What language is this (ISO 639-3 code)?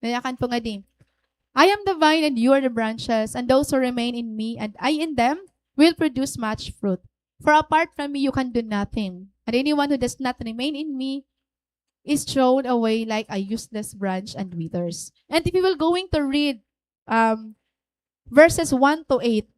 war